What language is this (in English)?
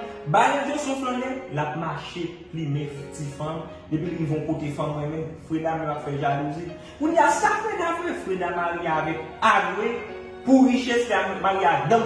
Haitian Creole